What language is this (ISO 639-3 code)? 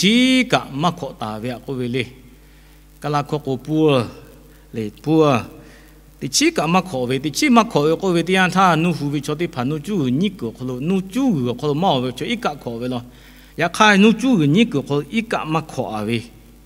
lhu